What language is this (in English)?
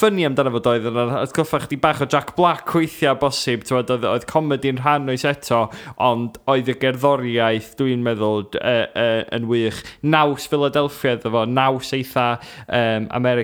Welsh